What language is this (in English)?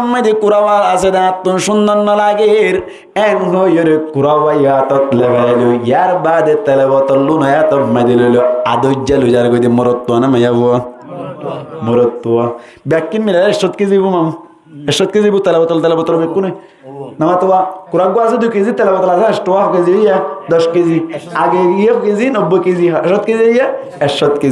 Rohingya